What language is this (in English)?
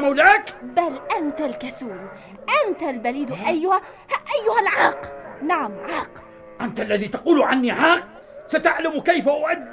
Arabic